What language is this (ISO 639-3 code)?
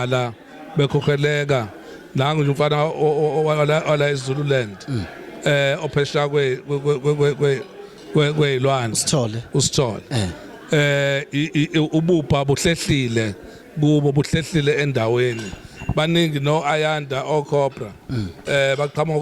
zul